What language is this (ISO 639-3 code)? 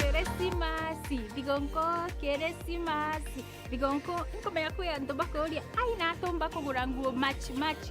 mer